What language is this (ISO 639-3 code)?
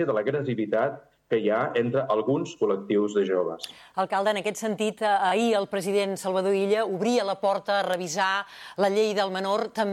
cat